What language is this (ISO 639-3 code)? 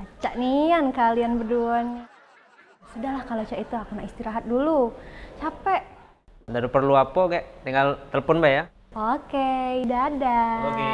mui